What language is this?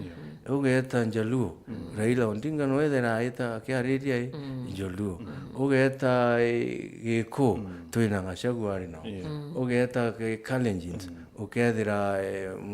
Meru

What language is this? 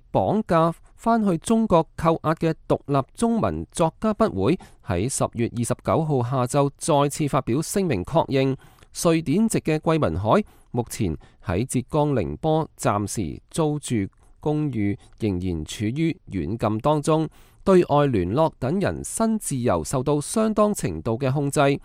Cantonese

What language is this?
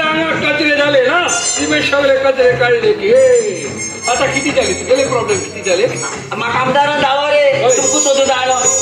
Konkani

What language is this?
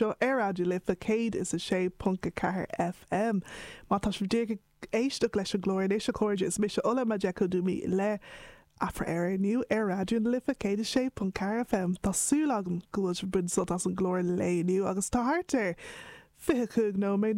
Irish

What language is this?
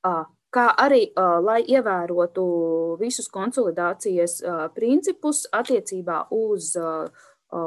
Latvian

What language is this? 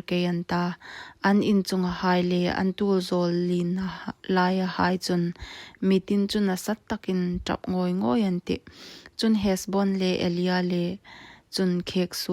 Hmar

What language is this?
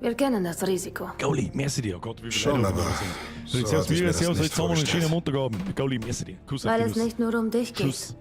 Bavarian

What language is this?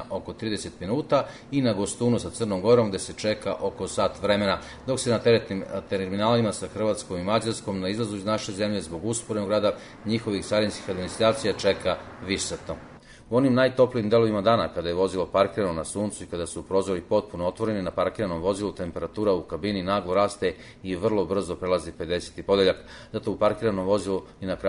Serbian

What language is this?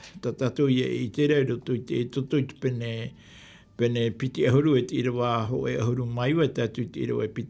Tahitian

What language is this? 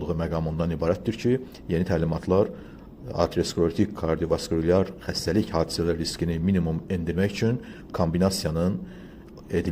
Azerbaijani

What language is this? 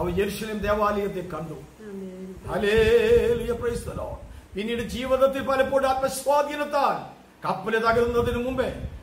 Malayalam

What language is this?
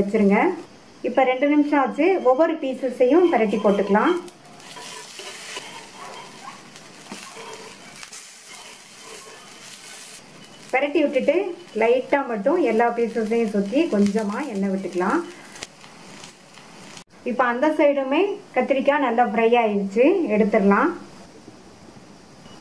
Tamil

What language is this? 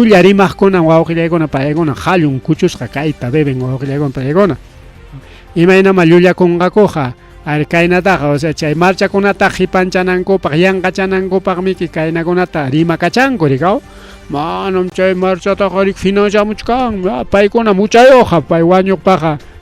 Ayacucho Quechua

